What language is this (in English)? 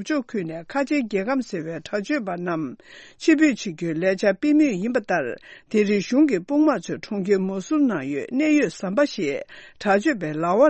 Tibetan